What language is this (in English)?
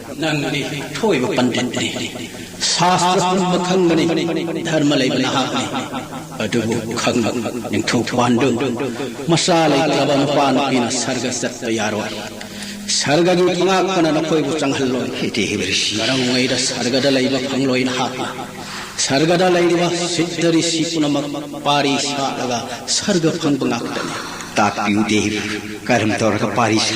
Manipuri